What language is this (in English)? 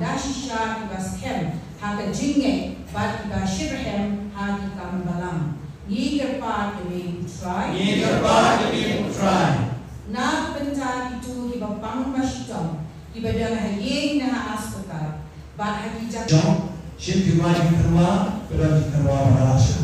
Khasi